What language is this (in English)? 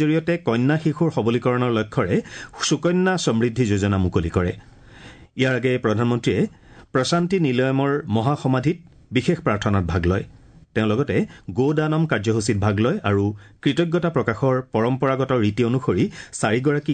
Assamese